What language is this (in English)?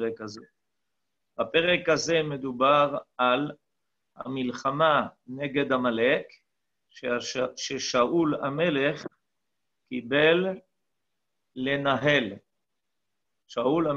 Hebrew